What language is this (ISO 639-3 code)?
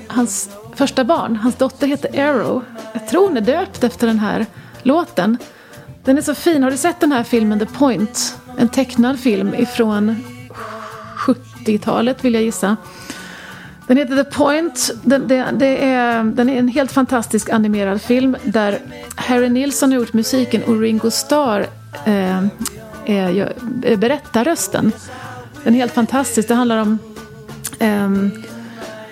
swe